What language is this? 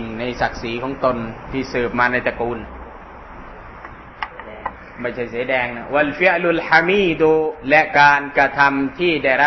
Thai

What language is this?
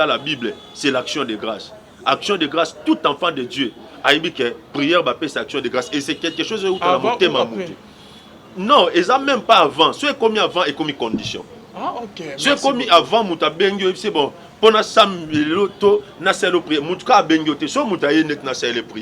Lingala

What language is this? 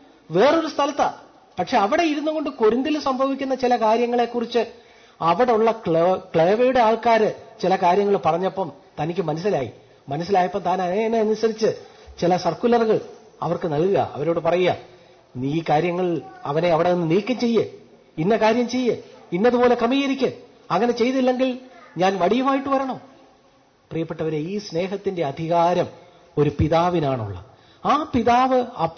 Malayalam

